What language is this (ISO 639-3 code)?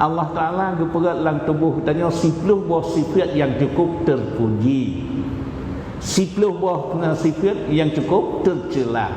ace